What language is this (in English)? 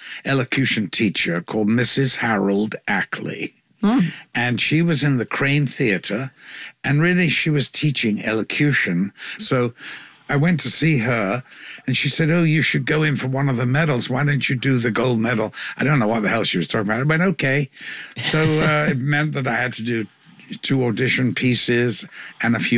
English